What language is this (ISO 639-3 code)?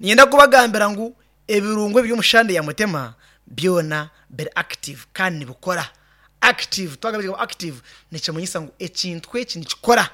nyn